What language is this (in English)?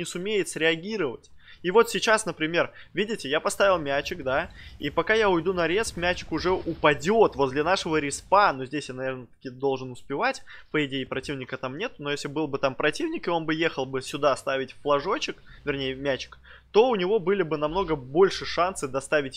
Russian